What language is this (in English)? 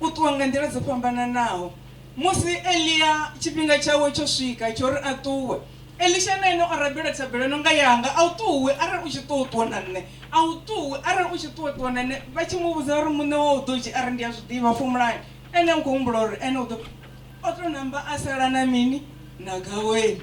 Venda